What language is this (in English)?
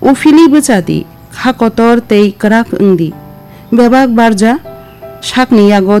Kok Borok